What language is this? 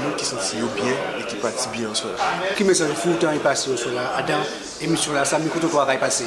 Guadeloupean Creole French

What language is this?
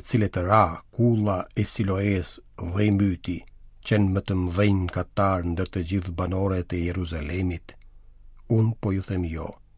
Albanian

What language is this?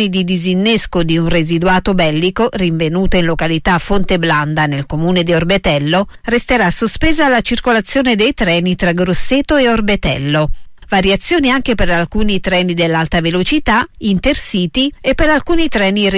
Italian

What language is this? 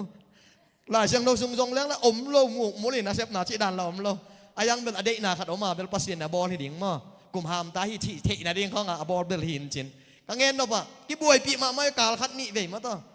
Tedim Chin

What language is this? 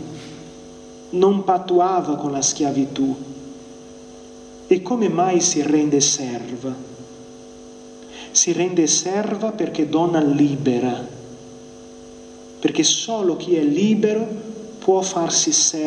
Italian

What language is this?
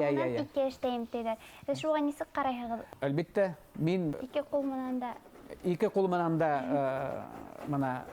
Bashkir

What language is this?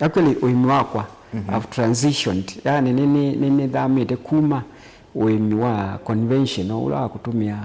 Kamba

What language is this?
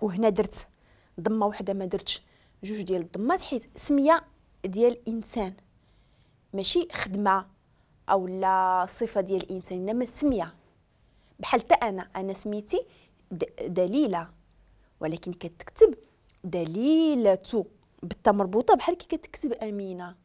Moroccan Arabic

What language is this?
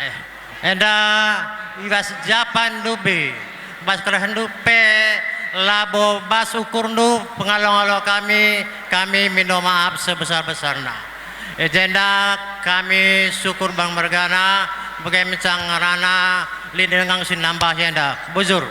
Batak Karo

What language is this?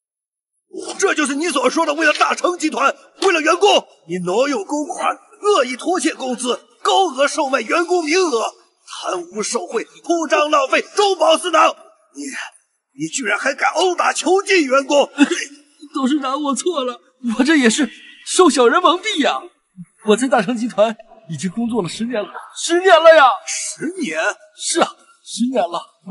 Chinese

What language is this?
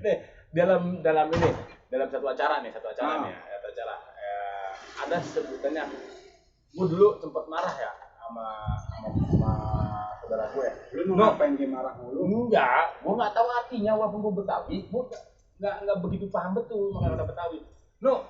Betawi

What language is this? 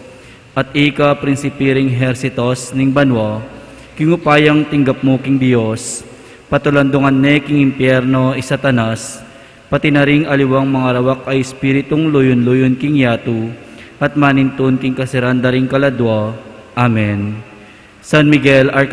Pampanga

